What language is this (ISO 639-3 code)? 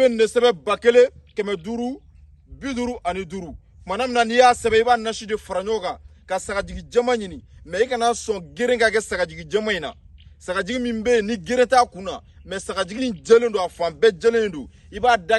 bam